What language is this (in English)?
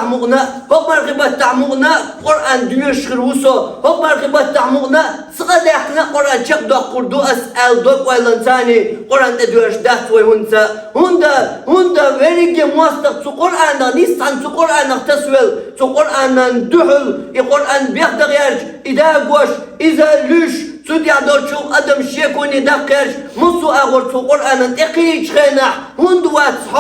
Chechen